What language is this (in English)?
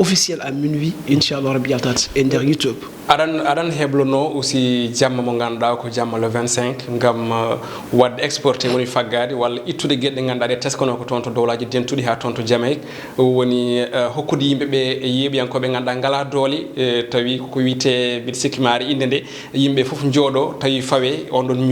Fula